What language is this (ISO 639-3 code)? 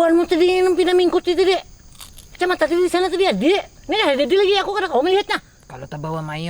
bjn